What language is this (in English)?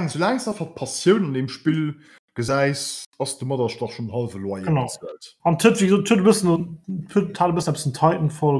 Luxembourgish